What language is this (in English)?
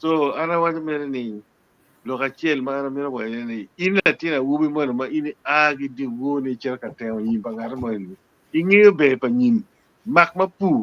Acoli